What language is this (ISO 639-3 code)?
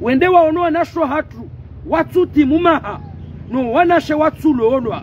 zdj